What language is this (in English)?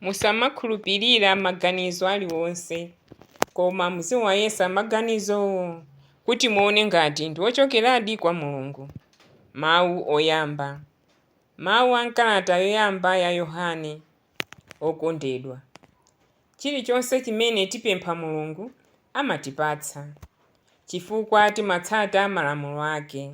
Nyanja